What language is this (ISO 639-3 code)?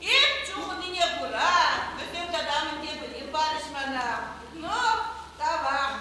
chv